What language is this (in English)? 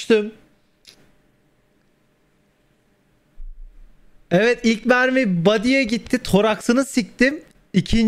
Turkish